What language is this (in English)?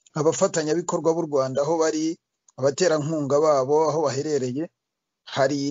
Kinyarwanda